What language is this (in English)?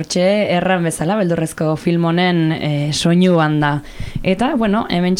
Basque